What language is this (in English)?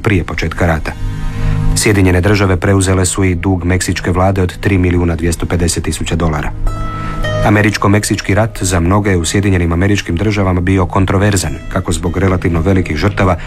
Croatian